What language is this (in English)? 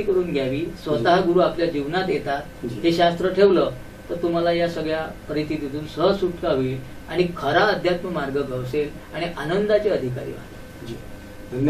Marathi